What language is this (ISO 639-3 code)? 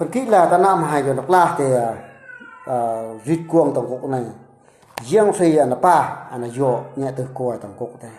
bru